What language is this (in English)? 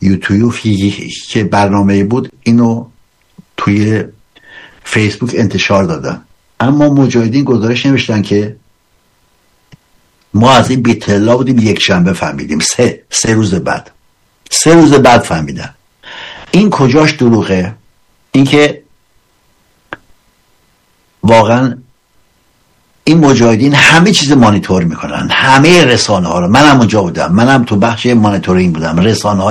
Persian